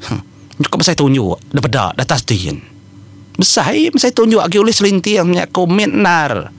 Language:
Iban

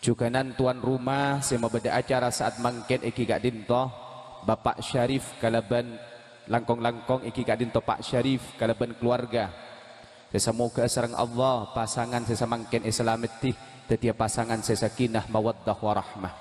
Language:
Madurese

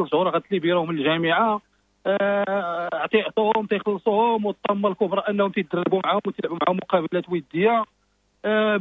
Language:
Moroccan Arabic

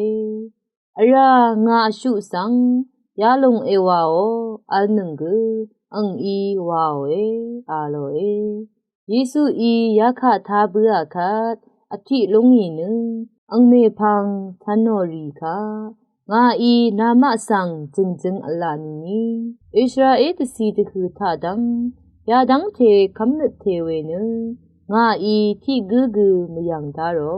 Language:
Rawang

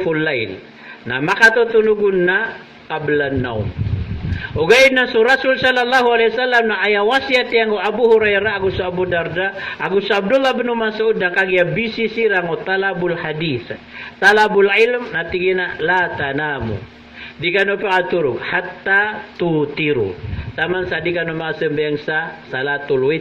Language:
Maranao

